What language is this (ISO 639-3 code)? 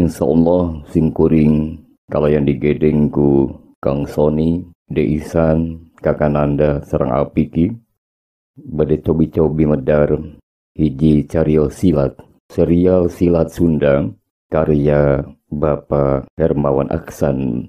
sun